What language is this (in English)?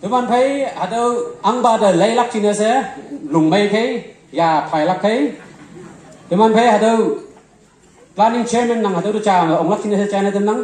Konyak Naga